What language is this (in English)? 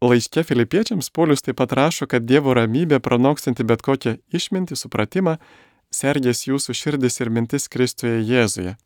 Lithuanian